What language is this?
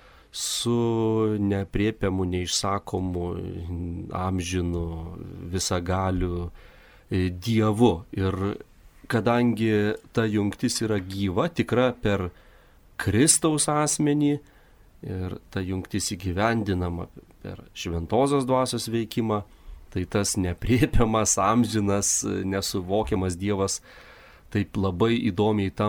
Lithuanian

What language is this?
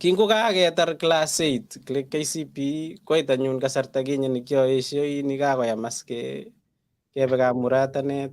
Kalenjin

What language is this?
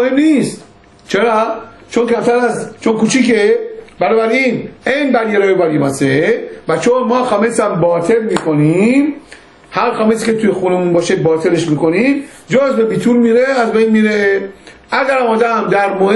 Persian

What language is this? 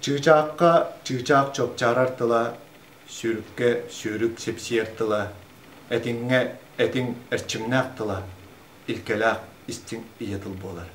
Yakut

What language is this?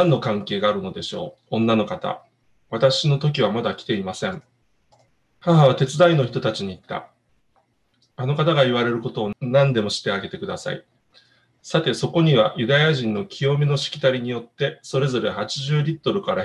Japanese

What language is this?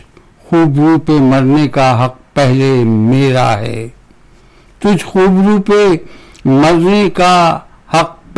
Urdu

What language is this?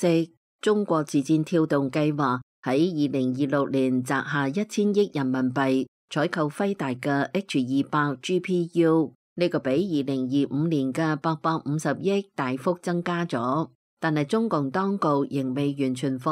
Cantonese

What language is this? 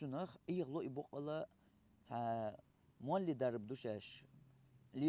Chechen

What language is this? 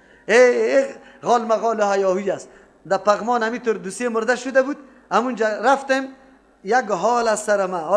Persian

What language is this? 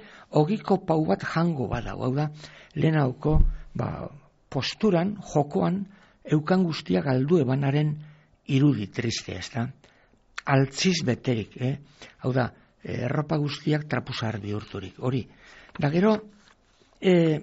Basque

